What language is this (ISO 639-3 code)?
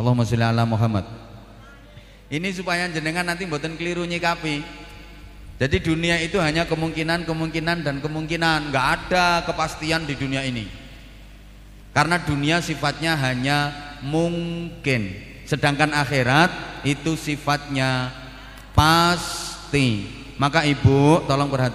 ind